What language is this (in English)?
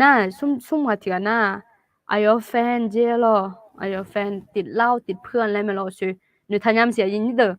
Akha